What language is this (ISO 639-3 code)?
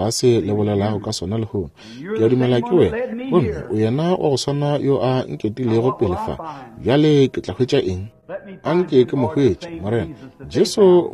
nso